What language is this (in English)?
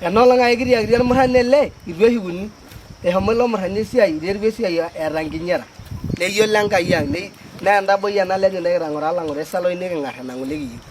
Masai